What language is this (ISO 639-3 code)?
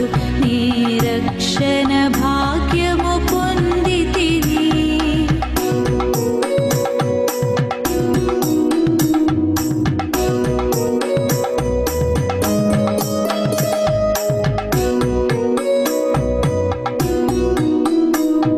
tel